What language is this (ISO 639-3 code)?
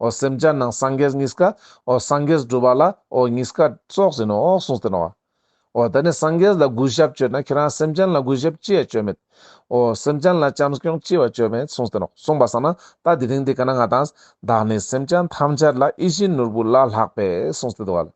lbj